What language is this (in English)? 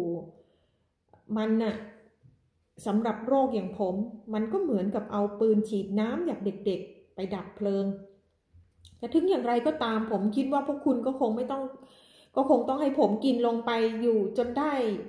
Thai